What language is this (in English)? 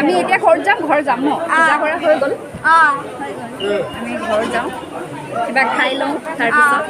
Assamese